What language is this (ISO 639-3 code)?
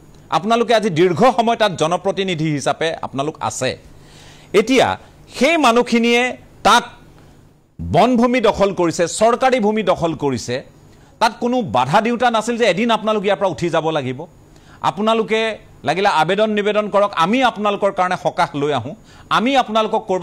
asm